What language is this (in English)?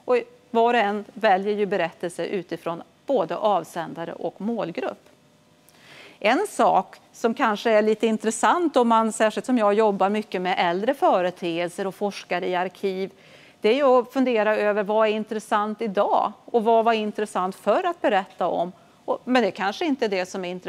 Swedish